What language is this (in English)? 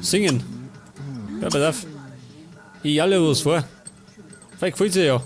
Bavarian